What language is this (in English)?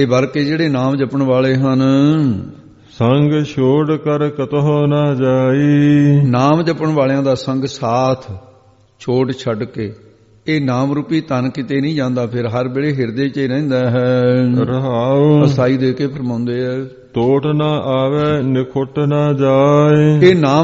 Punjabi